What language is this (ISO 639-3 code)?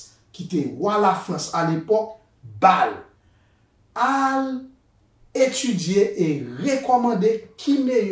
hat